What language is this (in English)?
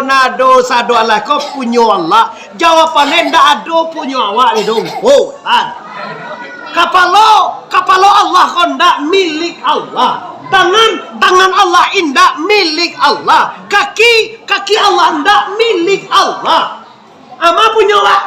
Minangkabau